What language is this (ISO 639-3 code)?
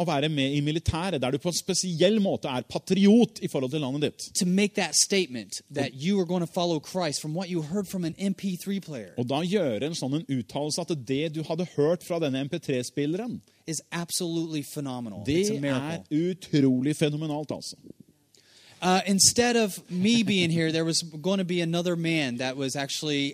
nor